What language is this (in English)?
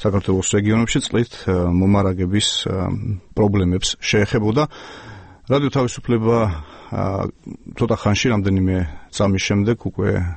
Georgian